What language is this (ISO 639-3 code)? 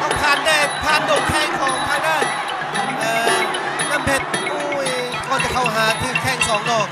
tts